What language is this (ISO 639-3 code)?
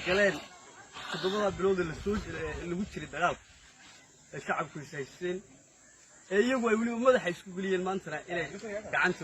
som